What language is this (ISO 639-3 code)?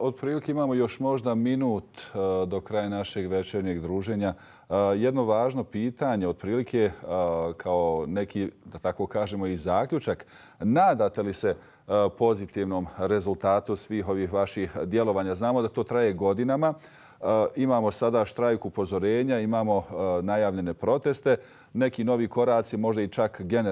bos